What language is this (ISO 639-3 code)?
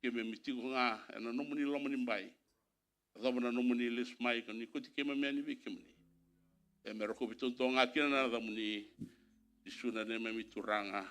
fij